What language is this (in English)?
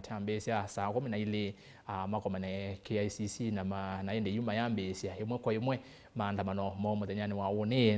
Kamba